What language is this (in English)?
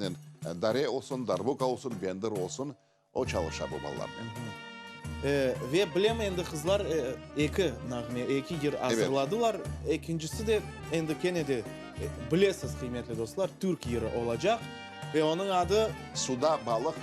Crimean Tatar